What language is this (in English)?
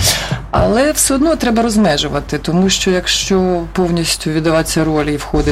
Ukrainian